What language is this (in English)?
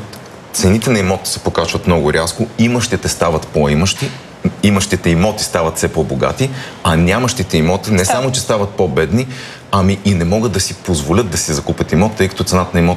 Bulgarian